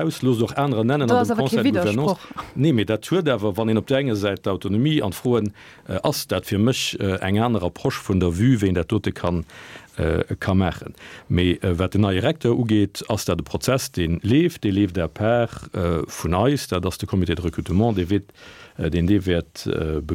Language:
Luxembourgish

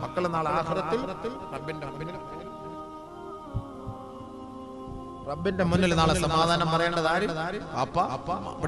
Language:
Malayalam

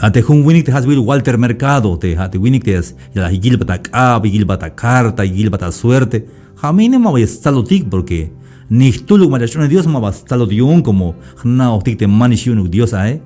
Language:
Tzeltal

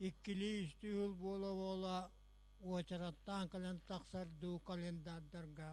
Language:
Yakut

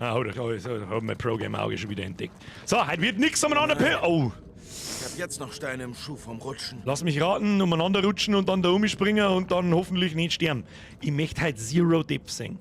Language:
Bavarian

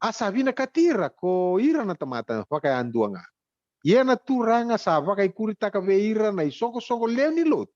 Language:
Fijian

